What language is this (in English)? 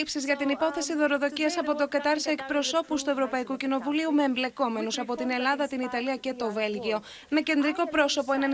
Greek